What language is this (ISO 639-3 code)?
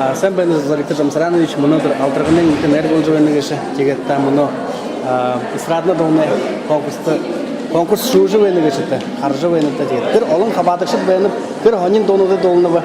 bua